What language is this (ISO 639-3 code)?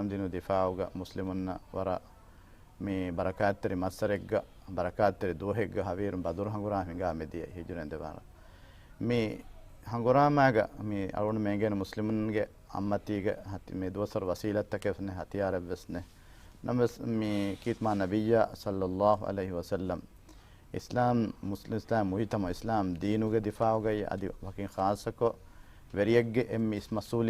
div